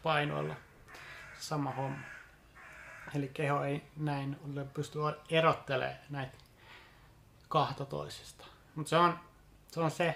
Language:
Finnish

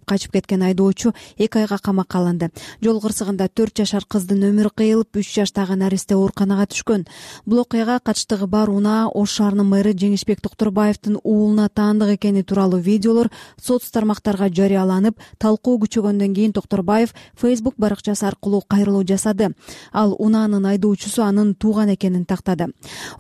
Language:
Kyrgyz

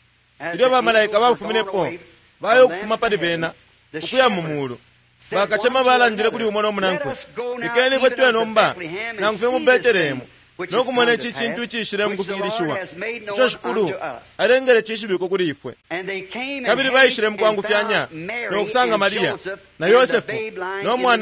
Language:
Bemba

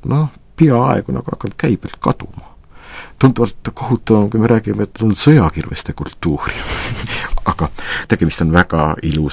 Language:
Estonian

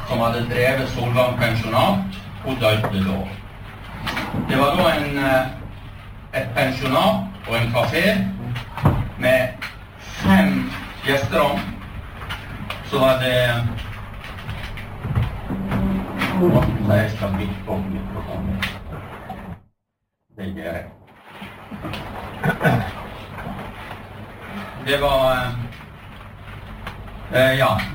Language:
Norwegian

